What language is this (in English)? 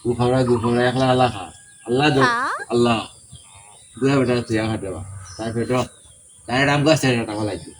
Sylheti